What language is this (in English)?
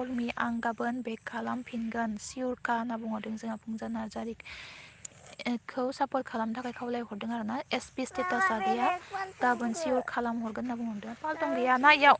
Bodo